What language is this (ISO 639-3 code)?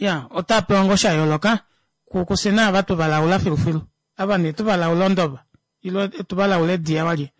kua